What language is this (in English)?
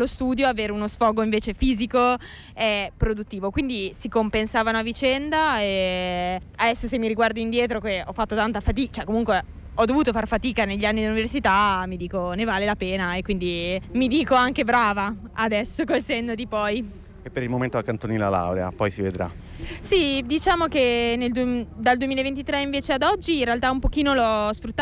Italian